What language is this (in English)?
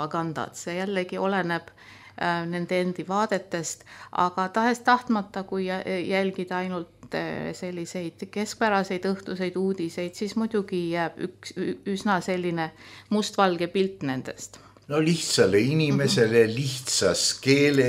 Estonian